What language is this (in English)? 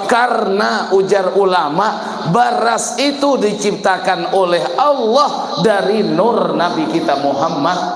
Banjar